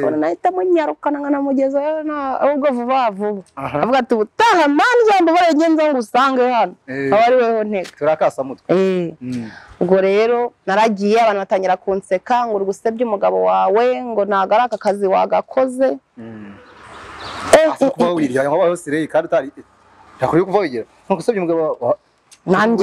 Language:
Kinyarwanda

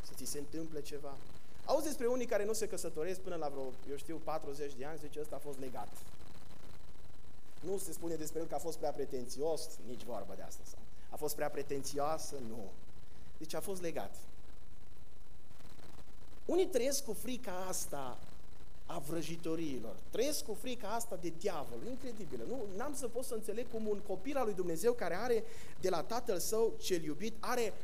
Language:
Romanian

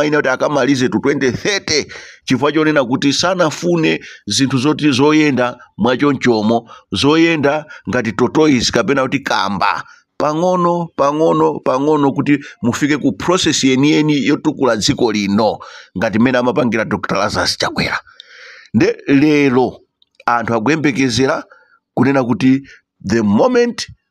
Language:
Nyanja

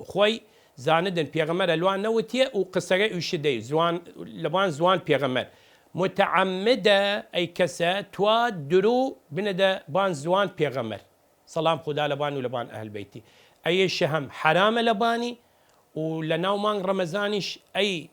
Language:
Southern Kurdish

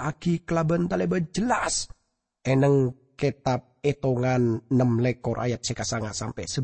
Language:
Madurese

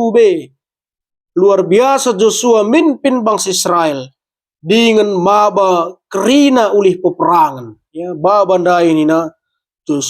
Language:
Batak Karo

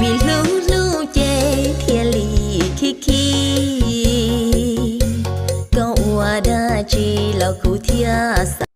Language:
Hmong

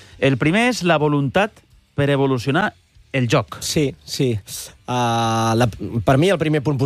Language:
Catalan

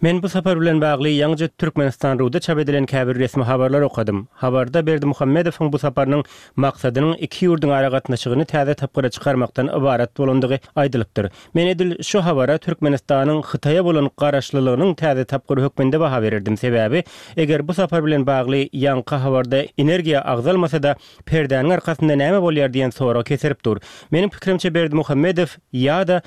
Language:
Turkmen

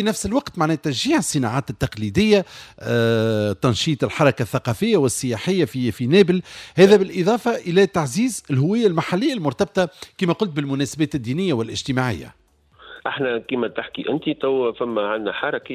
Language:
Tunisian Arabic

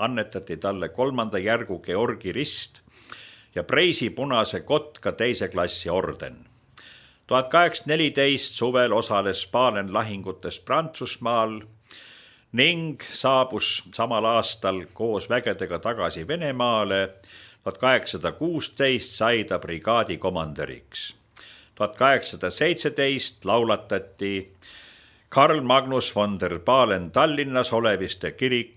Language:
Estonian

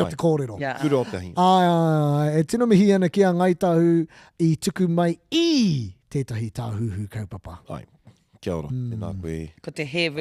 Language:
Māori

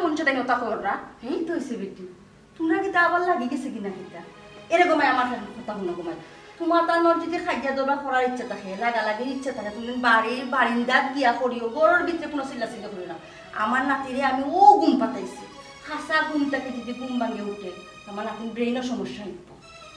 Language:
Sylheti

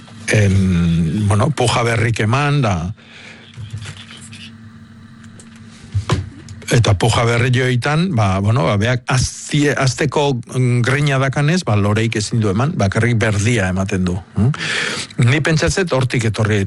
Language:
Basque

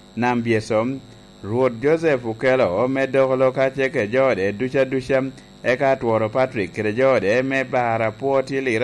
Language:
Lango (Uganda)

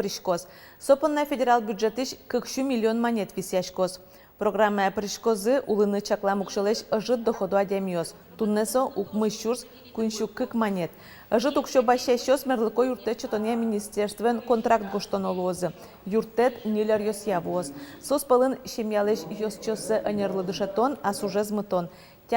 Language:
Udmurt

